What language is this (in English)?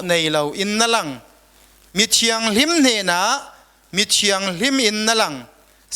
Falam Chin